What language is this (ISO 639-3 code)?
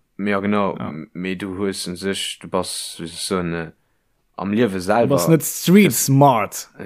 ltz